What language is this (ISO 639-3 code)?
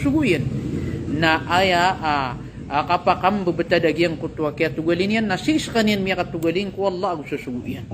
mrw